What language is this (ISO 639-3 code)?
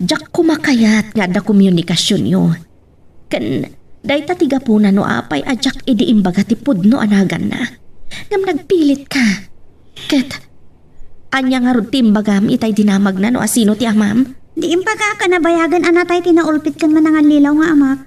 ilo